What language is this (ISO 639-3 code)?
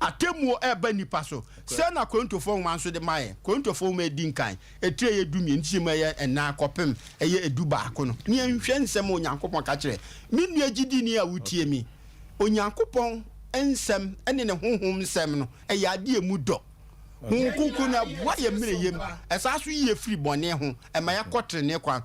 aka